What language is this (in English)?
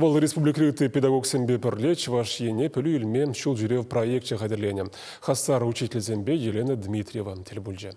Chuvash